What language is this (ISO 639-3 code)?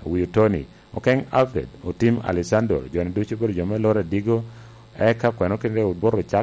laj